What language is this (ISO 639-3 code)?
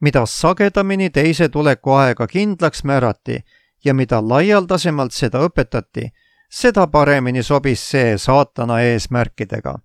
est